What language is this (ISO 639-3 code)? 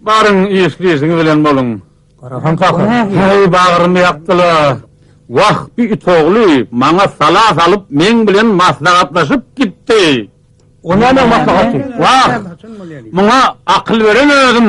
tuk